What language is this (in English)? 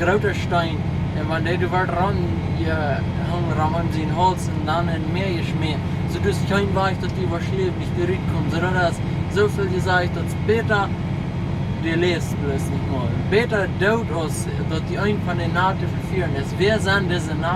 Plautdietsch